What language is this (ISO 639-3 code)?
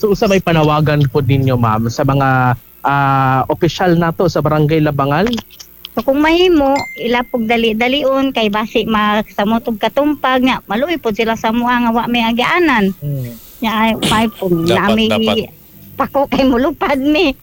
ceb